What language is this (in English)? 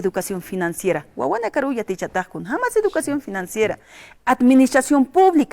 Aymara